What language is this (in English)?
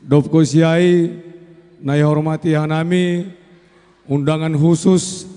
Batak Simalungun